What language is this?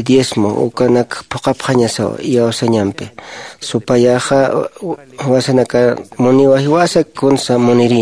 Aymara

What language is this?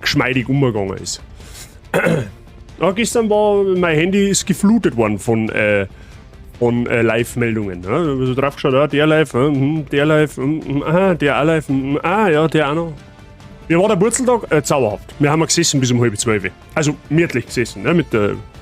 Bavarian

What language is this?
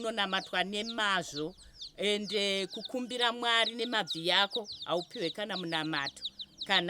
Shona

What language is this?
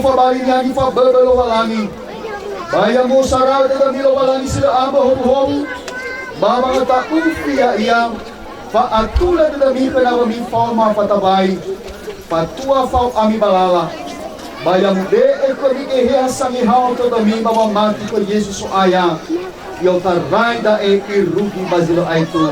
Nias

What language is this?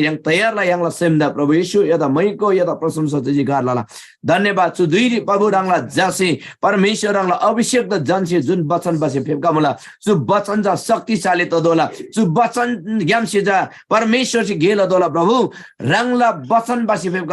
Eastern Tamang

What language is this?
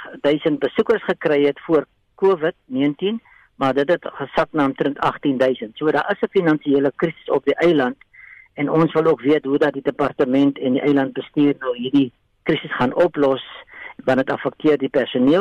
Afrikaans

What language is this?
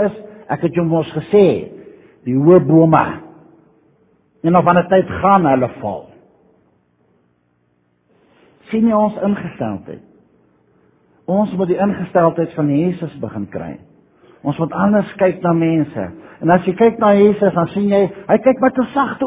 Afrikaans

